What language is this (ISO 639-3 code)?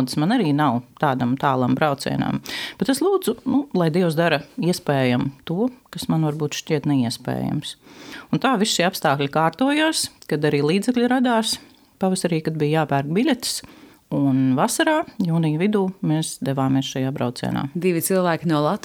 lav